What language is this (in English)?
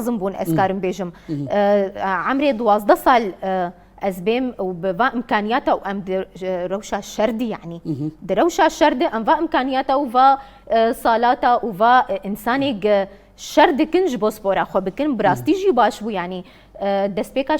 Kurdish